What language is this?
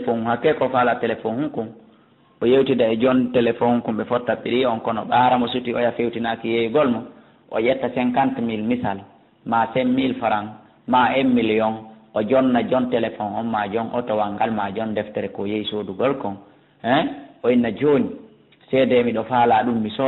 Fula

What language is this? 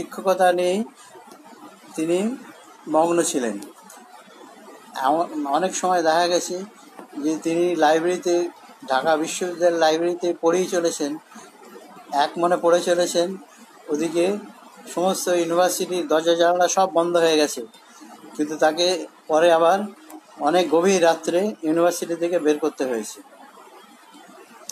Bangla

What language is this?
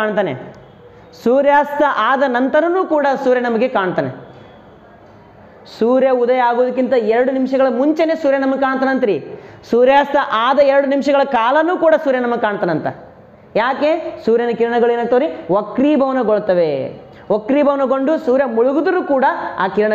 Kannada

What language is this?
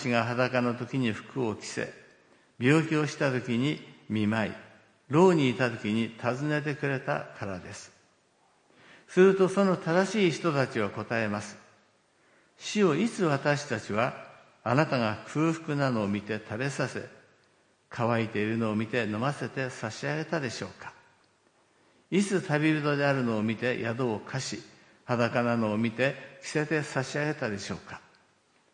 Japanese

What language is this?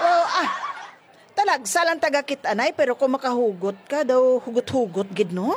Hiligaynon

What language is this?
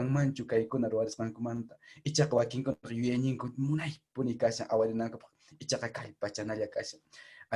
Quechua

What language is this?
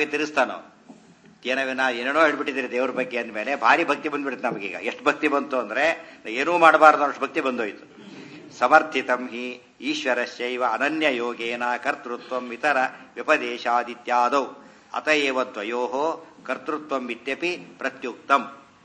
Kannada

